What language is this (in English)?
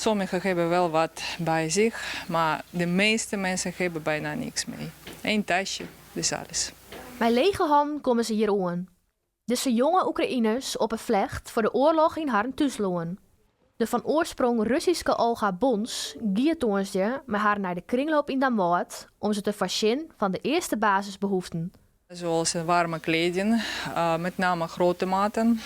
Western Frisian